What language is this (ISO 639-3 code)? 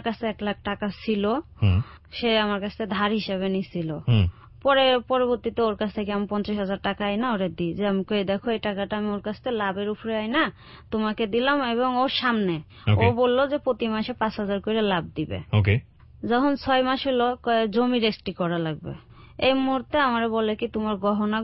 ben